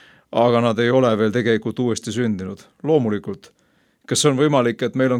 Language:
Estonian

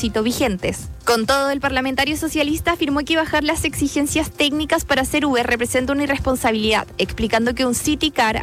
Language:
Spanish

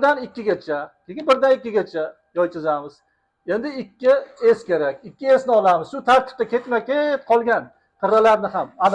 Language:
Uzbek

